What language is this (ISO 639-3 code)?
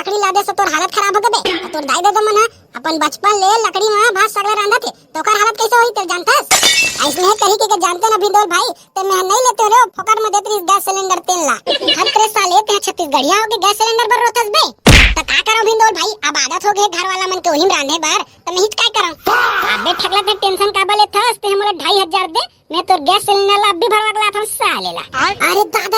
hne